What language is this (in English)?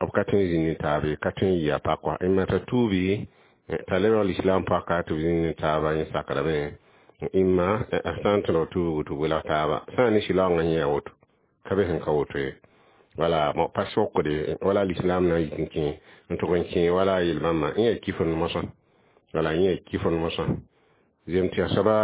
Mossi